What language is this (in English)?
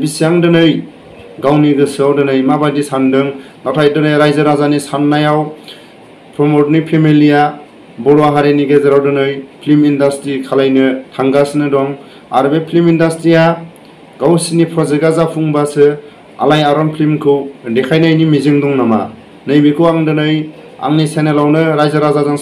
Bodo